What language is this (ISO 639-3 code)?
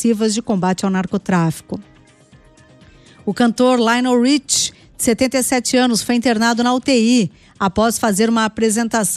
por